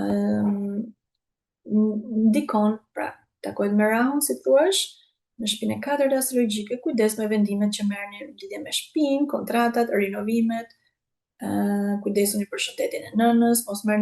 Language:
Albanian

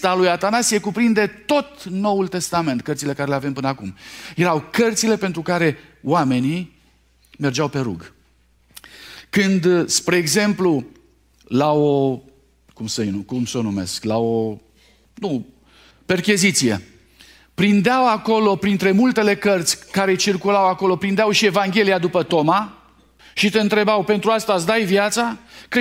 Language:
Romanian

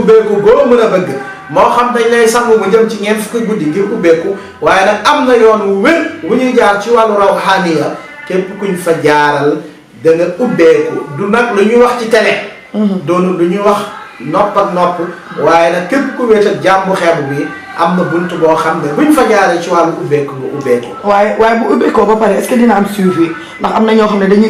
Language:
Wolof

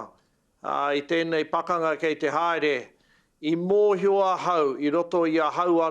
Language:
Māori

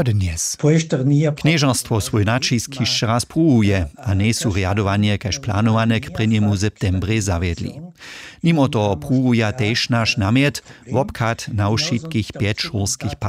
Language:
Upper Sorbian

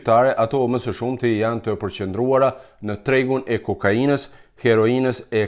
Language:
Albanian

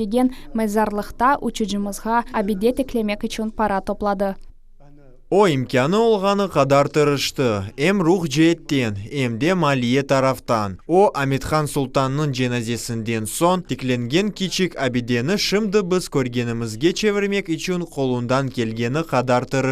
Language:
Crimean Tatar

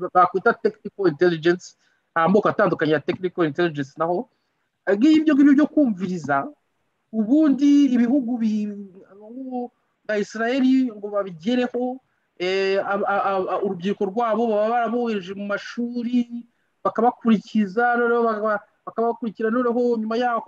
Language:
Kinyarwanda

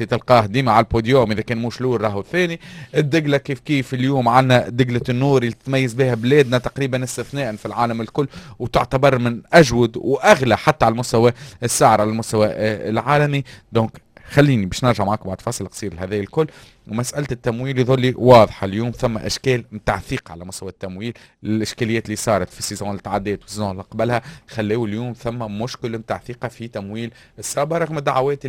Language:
Tunisian Arabic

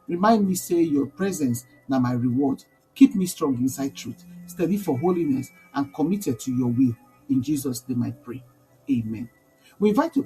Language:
Nigerian Pidgin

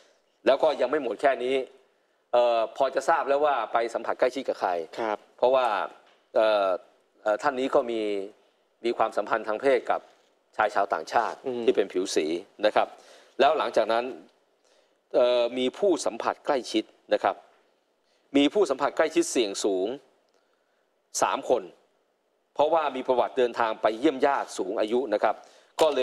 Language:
Thai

